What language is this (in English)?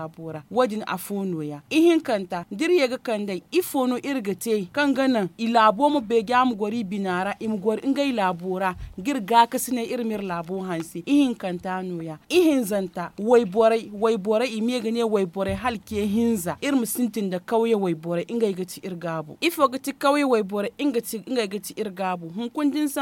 Zarma